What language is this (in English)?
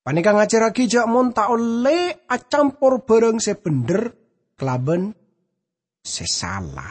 Madurese